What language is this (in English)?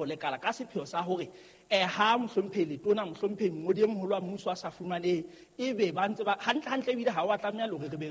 Southern Sotho